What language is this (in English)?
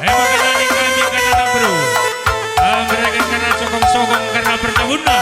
Batak Karo